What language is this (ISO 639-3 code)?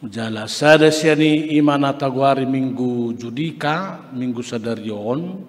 bbc